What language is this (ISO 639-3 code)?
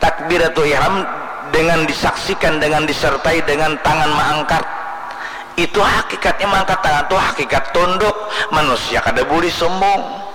bjn